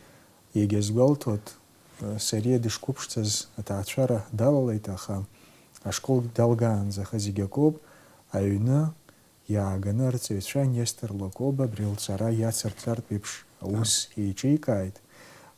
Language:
Abkhazian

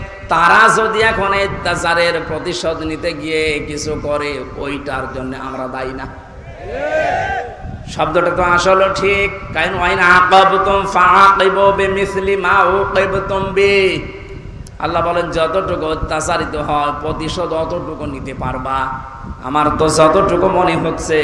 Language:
Bangla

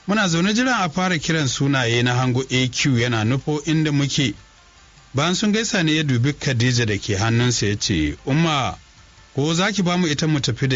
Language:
Hausa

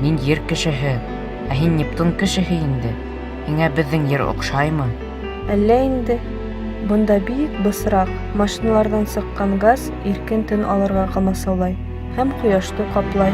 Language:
Bashkir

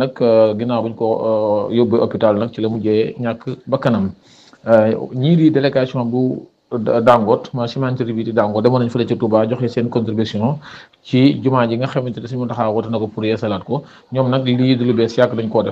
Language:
Wolof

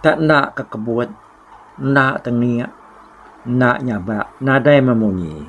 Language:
Iban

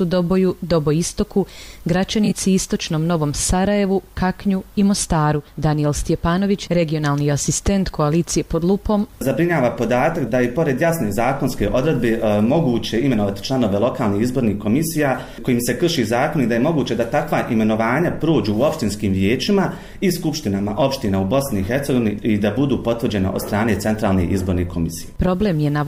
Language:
Bosnian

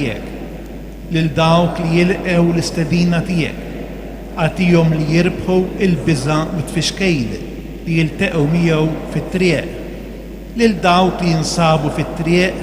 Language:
Maltese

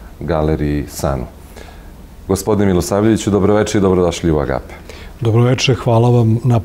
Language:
Serbian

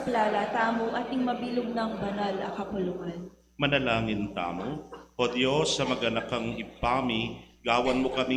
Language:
Pampanga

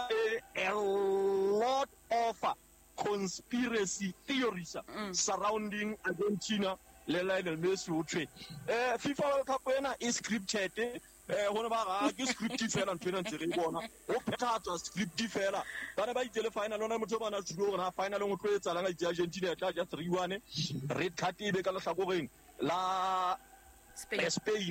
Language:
Southern Sotho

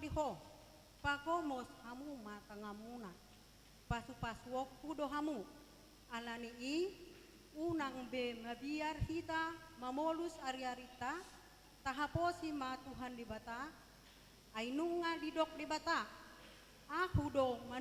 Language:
Batak Toba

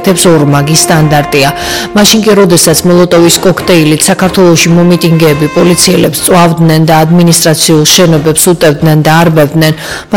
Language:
Georgian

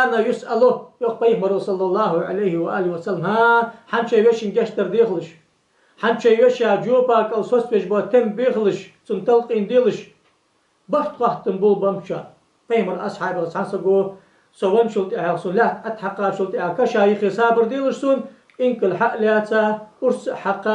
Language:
Ingush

